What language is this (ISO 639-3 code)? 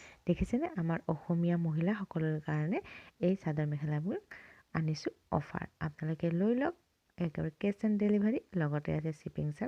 asm